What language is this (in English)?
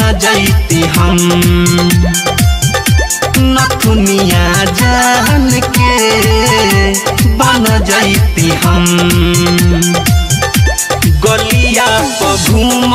Bhojpuri